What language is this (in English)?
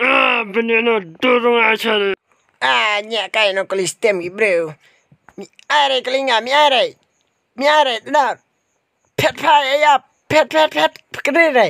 Khasi